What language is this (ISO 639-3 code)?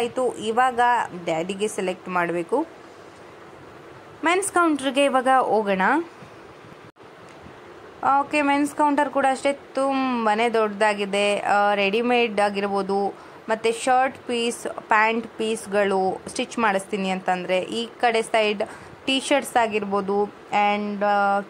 kan